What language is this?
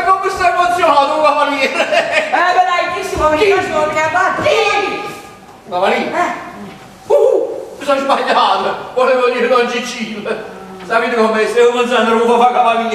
Neapolitan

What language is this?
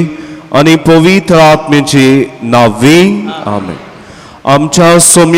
Konkani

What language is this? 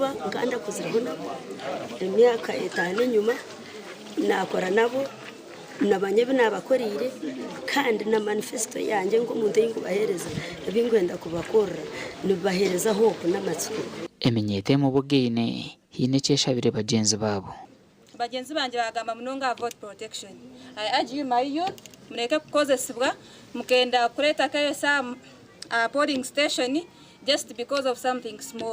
Nyankole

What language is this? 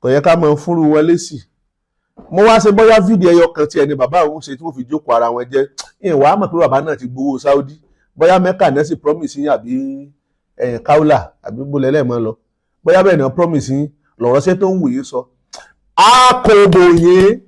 Yoruba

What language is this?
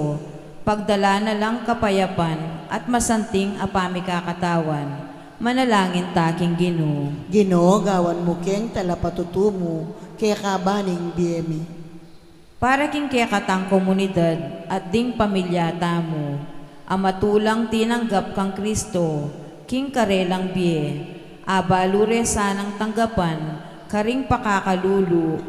Pampanga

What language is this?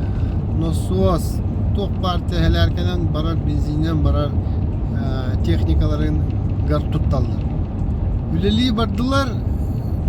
Yakut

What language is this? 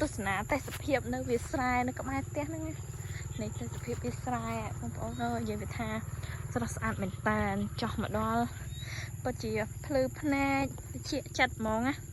Khmer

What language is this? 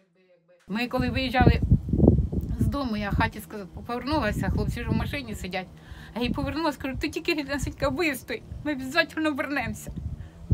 Ukrainian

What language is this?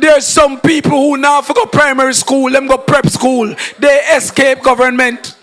Jamaican Creole English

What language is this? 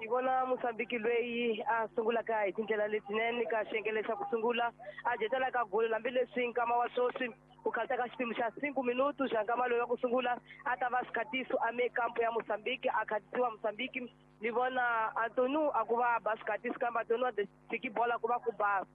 Tsonga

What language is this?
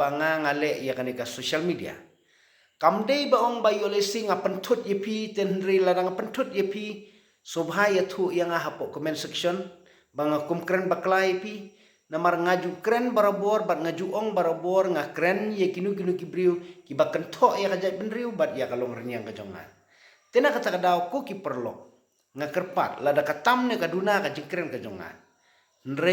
Khasi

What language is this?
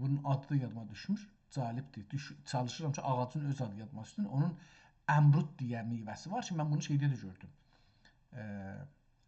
South Azerbaijani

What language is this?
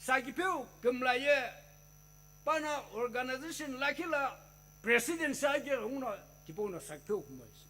Sumi Naga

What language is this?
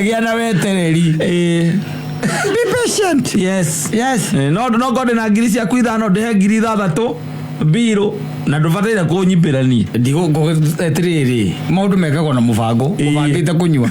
Kikuyu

